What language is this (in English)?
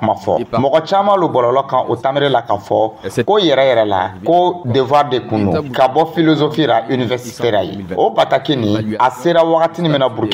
Dyula